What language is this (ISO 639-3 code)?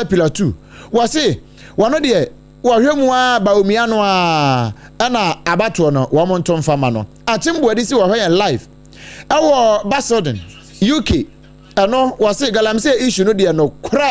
aka